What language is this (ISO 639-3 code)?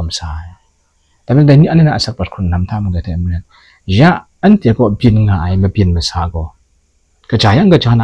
kac